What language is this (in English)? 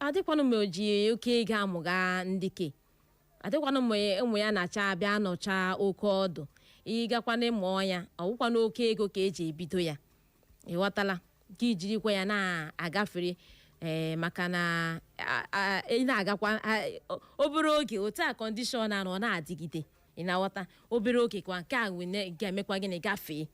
Igbo